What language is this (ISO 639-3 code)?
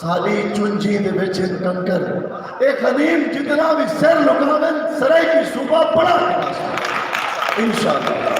skr